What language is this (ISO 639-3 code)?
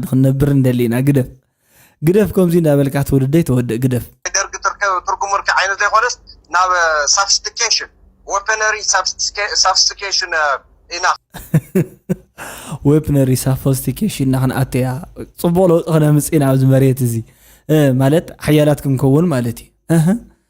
tir